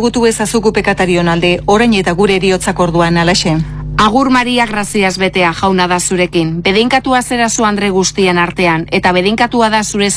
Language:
Basque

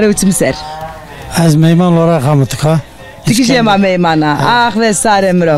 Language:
Zaza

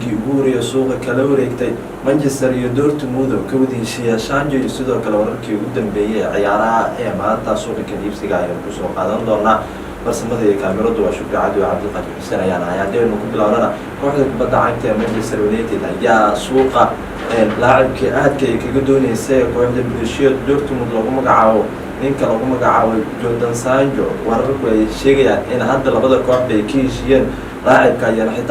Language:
Somali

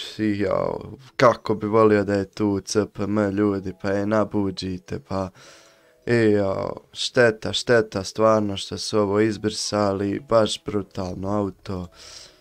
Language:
Croatian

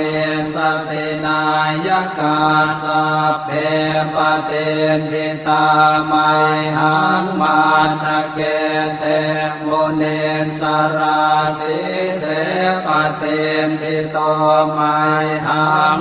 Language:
Pali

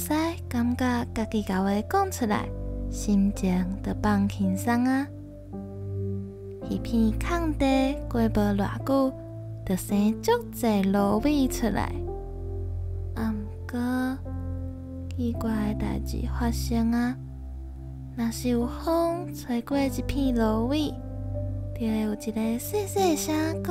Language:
Min Nan Chinese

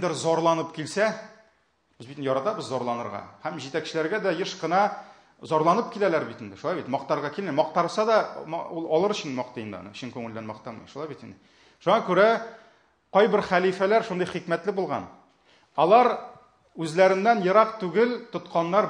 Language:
Tatar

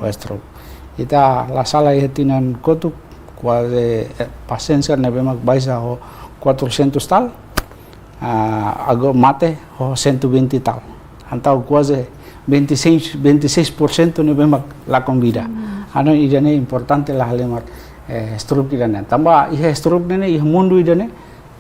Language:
Tetum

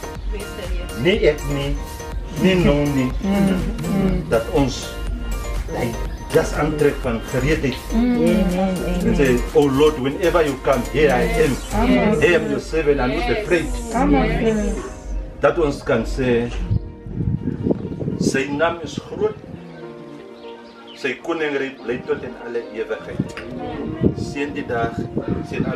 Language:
Afrikaans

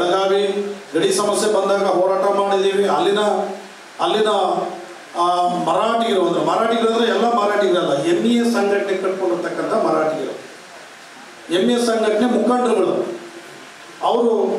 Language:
Kannada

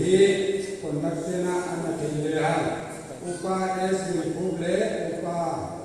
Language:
Paite Chin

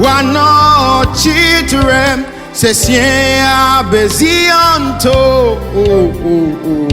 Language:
Ewe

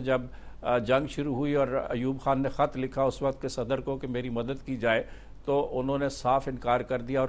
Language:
Urdu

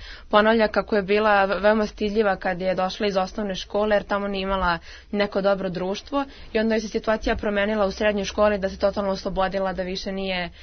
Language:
Serbian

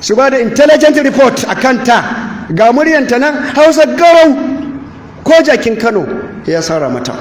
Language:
Hausa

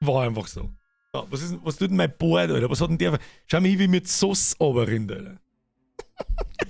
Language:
Bavarian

